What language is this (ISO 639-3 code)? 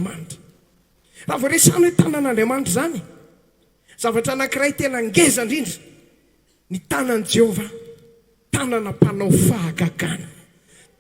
mlg